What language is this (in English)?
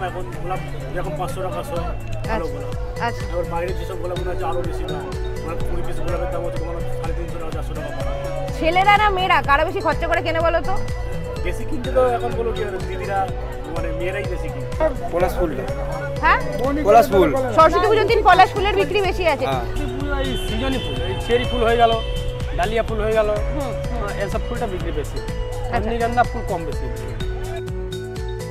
Bangla